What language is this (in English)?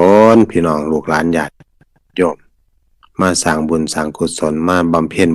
Northeastern Thai